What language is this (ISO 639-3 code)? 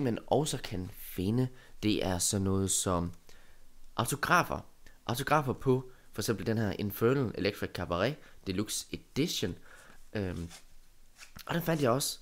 dan